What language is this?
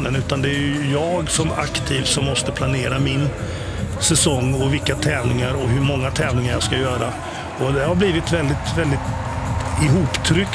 Swedish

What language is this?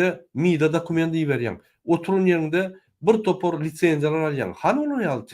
Turkmen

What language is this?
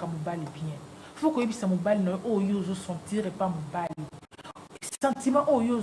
Lingala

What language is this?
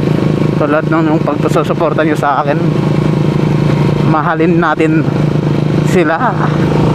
Filipino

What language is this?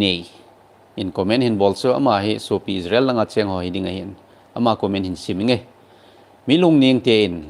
Thado Chin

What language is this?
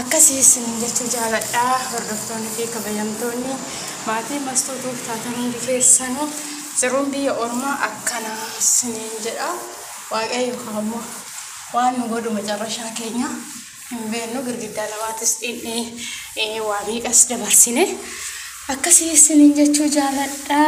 Oromo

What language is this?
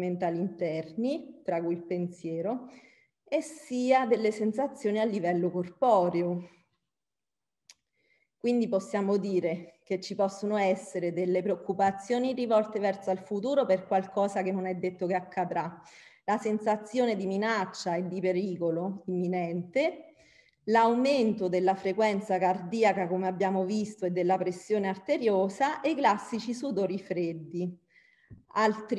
Italian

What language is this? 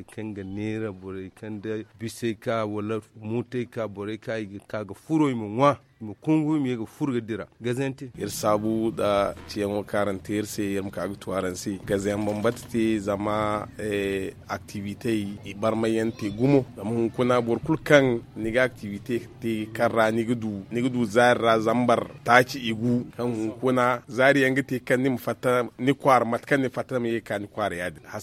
Zarma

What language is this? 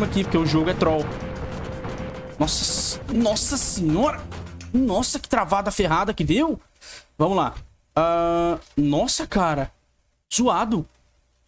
Portuguese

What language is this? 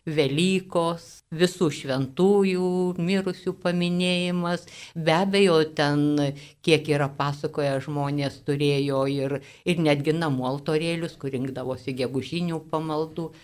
Lithuanian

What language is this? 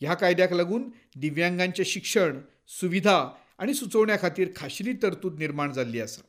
Konkani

